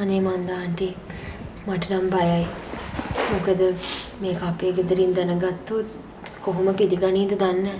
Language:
Sinhala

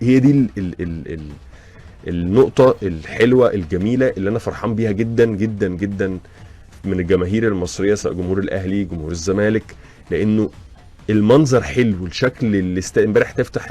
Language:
Egyptian Arabic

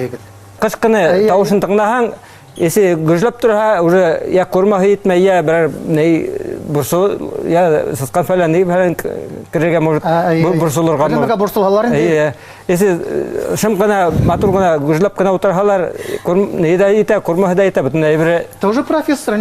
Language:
Bashkir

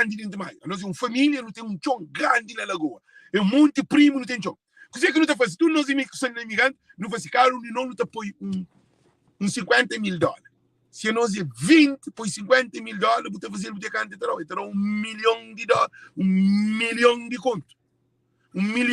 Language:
Kabuverdianu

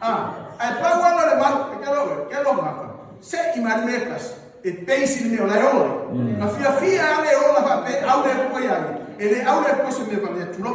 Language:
Samoan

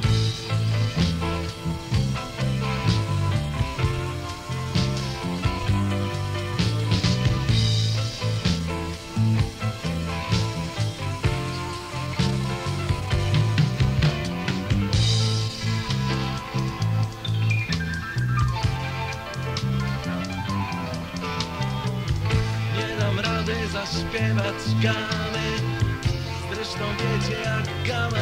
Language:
Polish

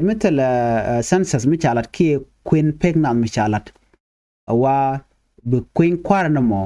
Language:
Nuer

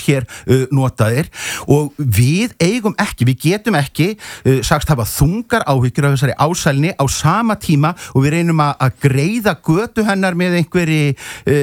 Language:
Icelandic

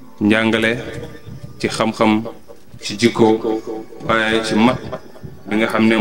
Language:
Wolof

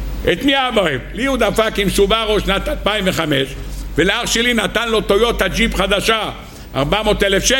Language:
Hebrew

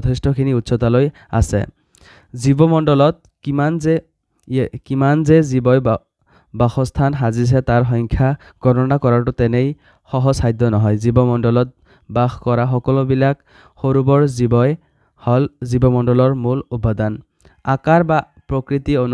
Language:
Assamese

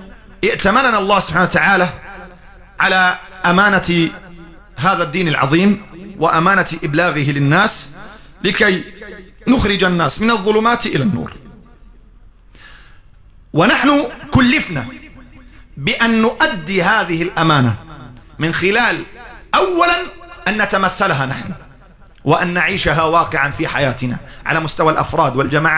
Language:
Arabic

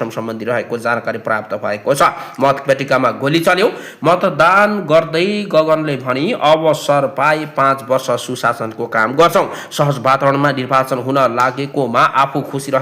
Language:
Nepali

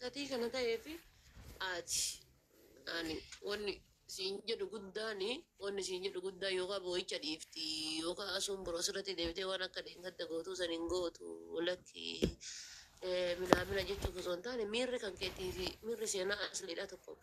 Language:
Oromo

